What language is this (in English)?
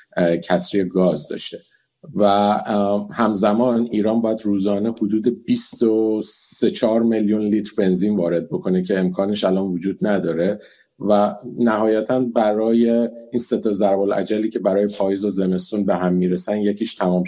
Persian